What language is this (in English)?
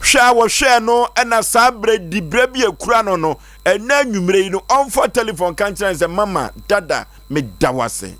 Akan